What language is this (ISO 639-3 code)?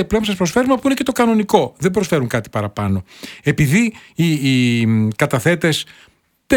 ell